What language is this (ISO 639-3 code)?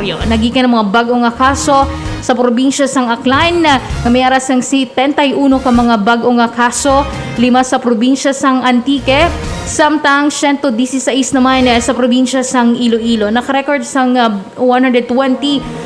hil